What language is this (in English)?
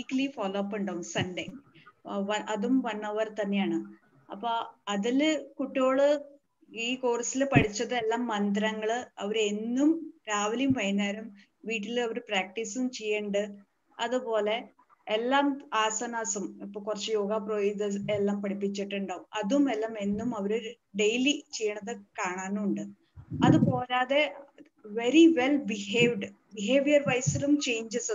Malayalam